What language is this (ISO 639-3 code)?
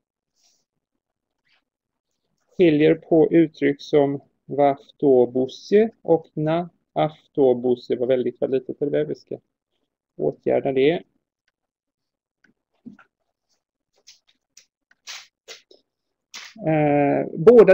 swe